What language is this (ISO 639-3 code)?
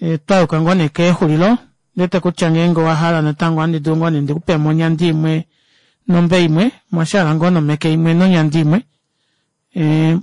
kua